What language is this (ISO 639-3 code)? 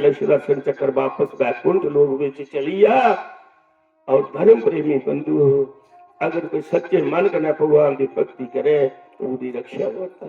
doi